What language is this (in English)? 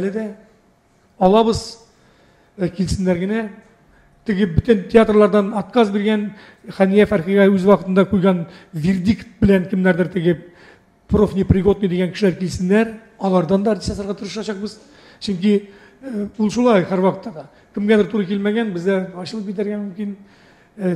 Tatar